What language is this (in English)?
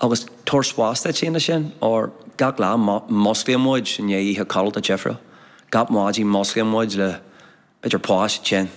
Irish